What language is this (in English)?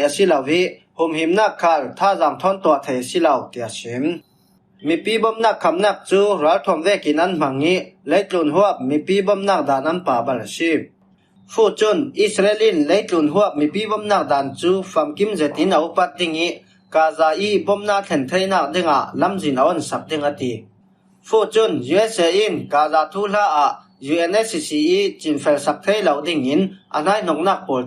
Falam Chin